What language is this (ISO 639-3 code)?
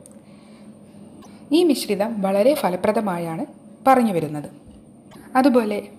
mal